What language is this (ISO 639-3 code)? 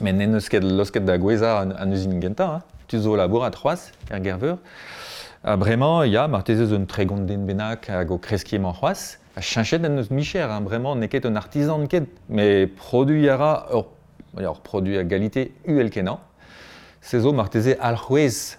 bre